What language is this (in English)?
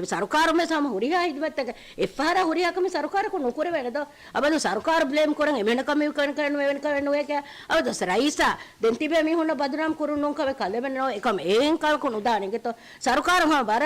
Divehi